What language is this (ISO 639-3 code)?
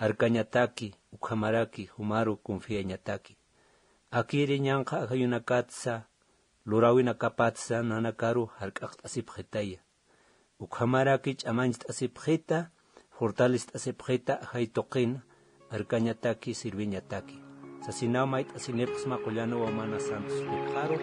aym